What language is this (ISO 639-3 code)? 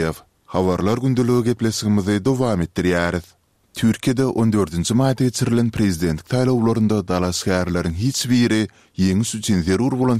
tuk